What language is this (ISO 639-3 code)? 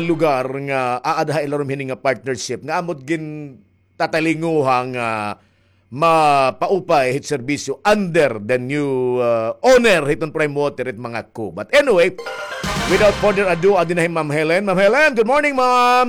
war